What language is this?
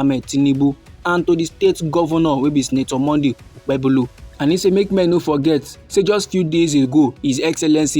Nigerian Pidgin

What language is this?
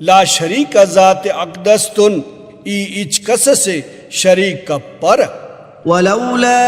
Brahui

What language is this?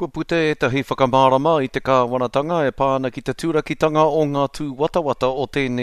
Māori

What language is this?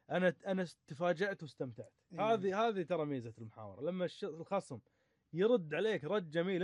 Gulf Arabic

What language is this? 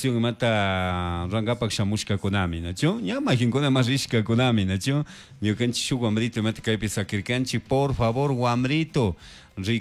Chimborazo Highland Quichua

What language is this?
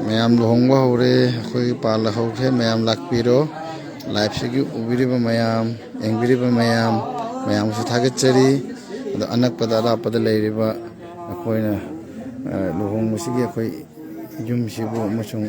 Manipuri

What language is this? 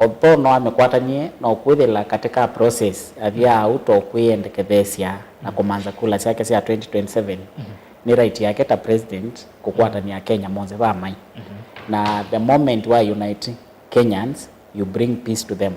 Kamba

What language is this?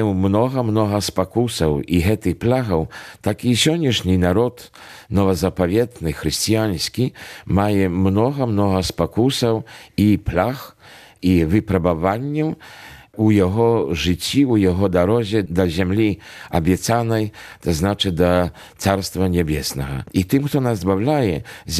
Belarusian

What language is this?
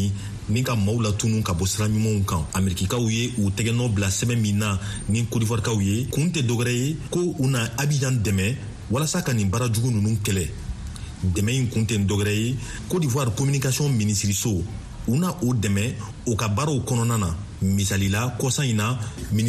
Bambara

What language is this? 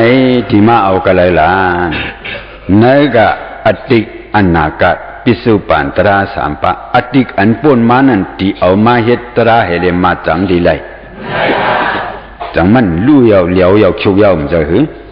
Shan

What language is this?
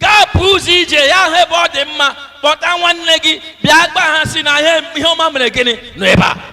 Igbo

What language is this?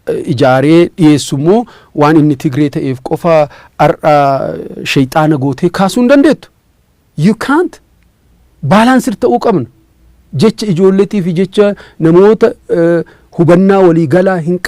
Oromo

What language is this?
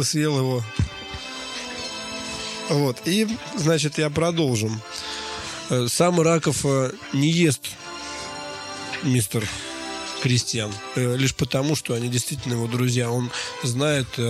Russian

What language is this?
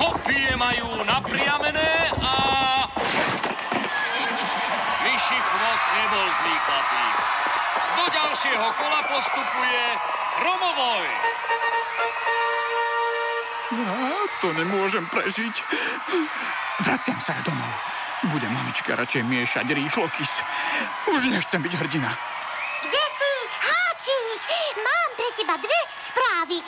Slovak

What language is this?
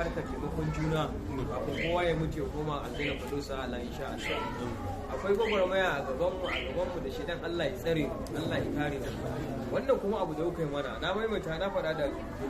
Hausa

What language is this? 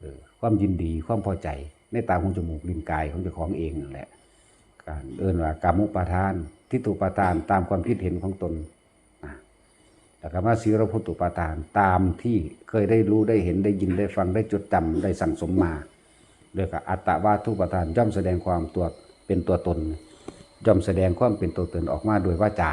Lao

